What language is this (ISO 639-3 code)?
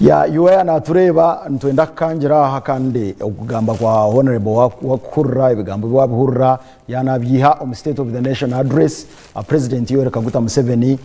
nyn